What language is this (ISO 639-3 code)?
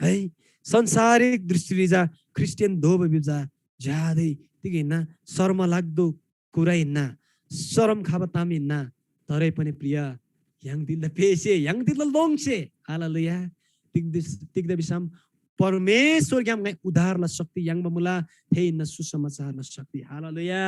taj